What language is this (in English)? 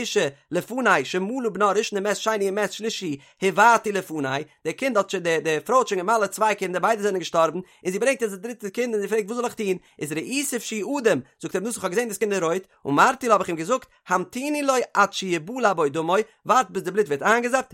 Yiddish